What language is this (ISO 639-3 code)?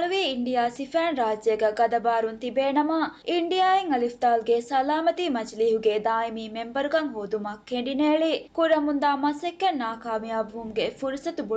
div